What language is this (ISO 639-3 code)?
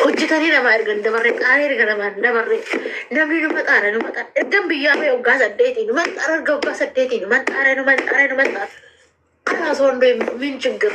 orm